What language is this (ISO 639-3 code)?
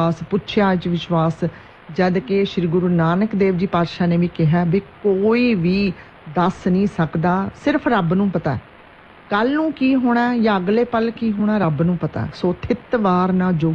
pan